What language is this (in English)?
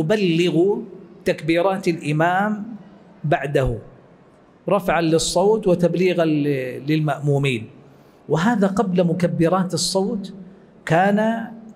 Arabic